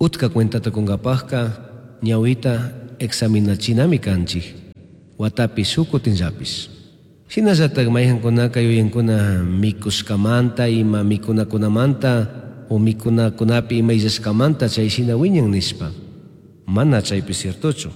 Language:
Chimborazo Highland Quichua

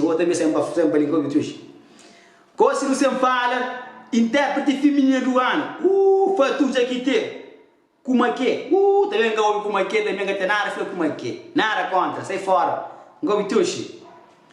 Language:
Kabuverdianu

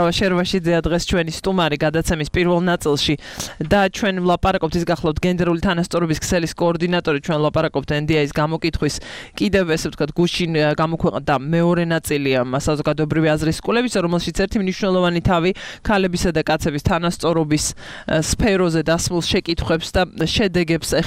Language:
Georgian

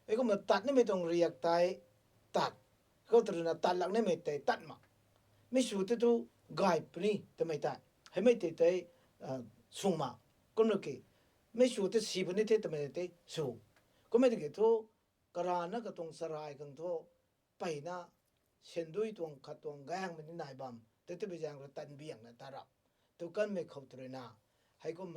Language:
Rongmei Naga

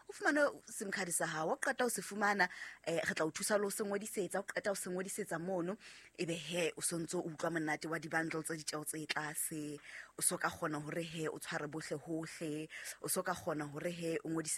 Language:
Southern Sotho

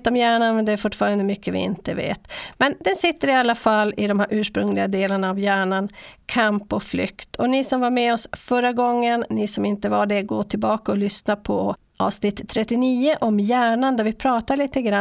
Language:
Swedish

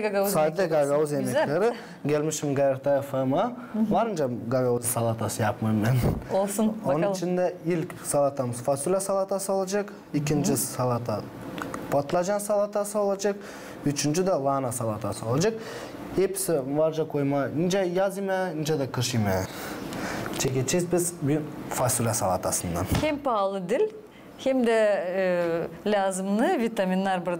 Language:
Gagauz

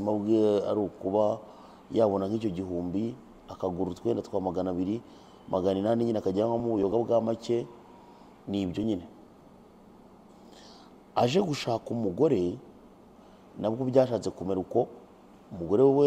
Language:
Kinyarwanda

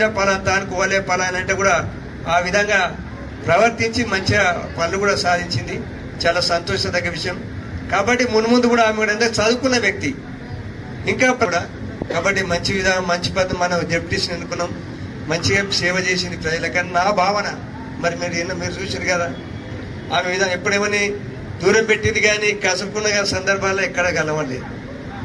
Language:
Telugu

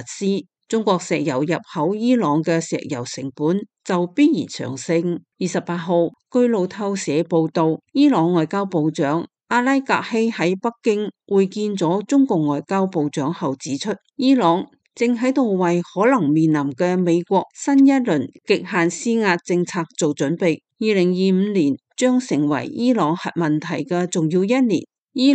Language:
Cantonese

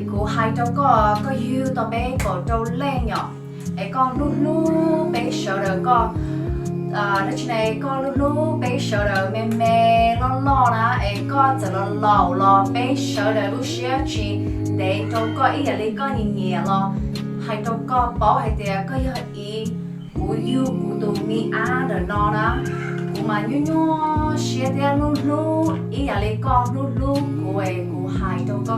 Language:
Hmong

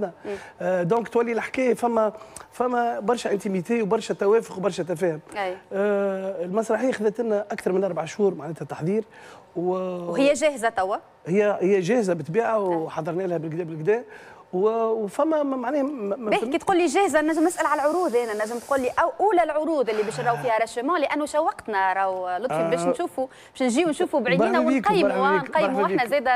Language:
Tunisian Arabic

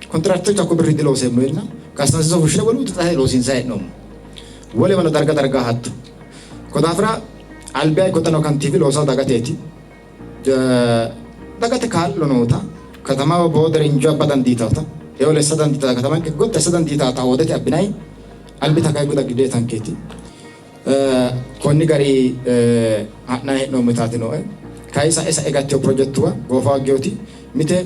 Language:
Sidamo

